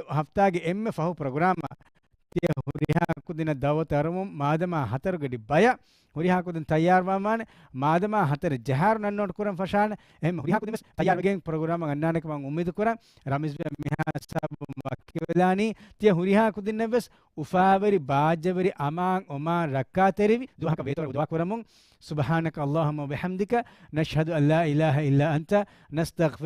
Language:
Divehi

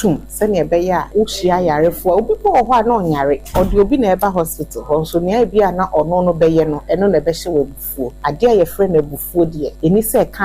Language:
Akan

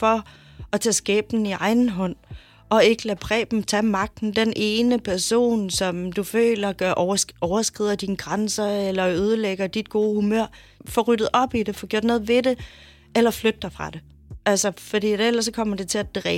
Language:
Danish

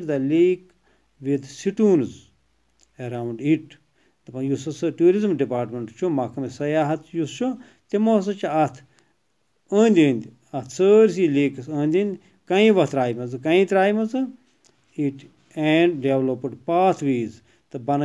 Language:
Kashmiri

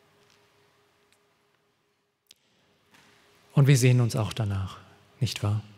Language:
German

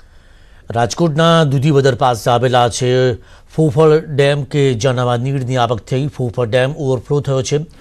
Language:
Gujarati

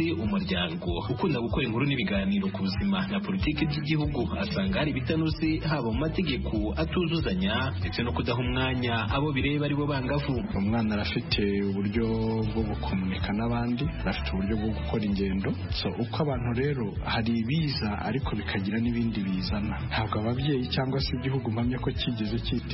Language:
Kinyarwanda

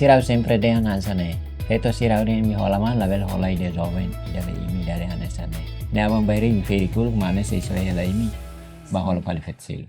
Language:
Tetum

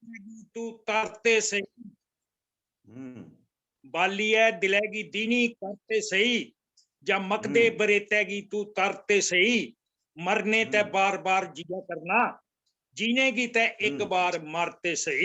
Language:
Dogri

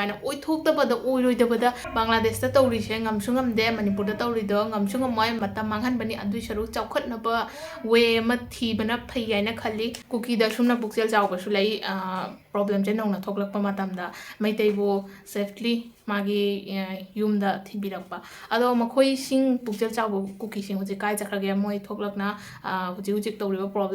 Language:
Manipuri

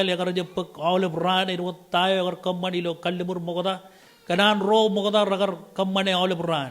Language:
Marshallese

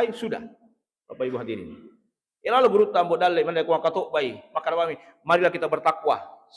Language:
Buginese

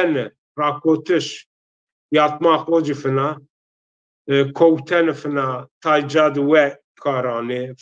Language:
Zaza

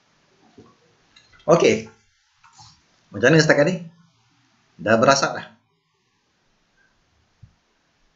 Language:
Malay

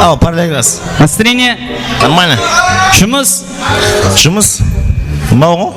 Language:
Kara-Kalpak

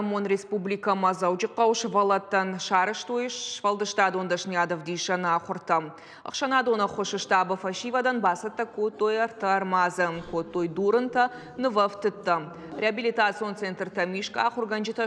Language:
Ossetic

